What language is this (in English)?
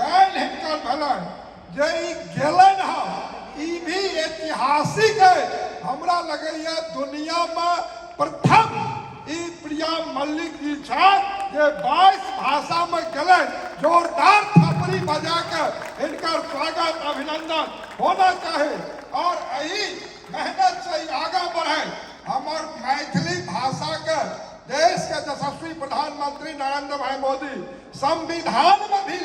Maithili